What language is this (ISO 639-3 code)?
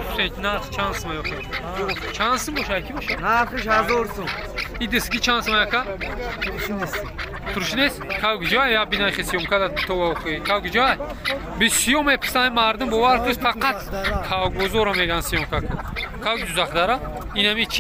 tgk